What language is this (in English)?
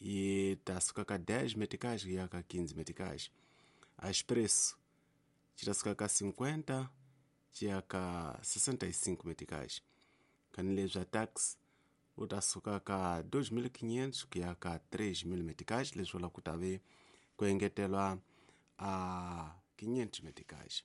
Tsonga